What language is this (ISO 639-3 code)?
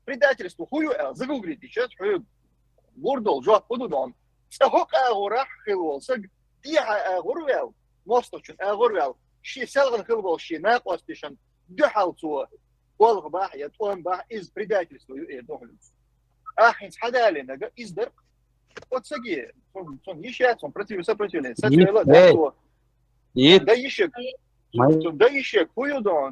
che